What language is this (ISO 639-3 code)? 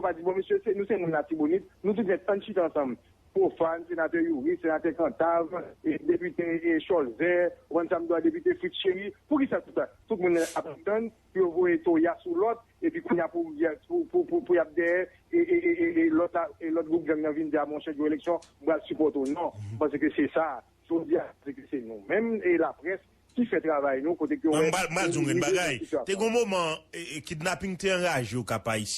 hat